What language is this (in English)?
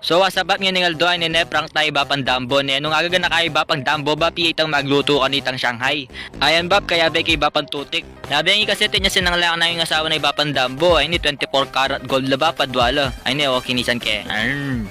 Pampanga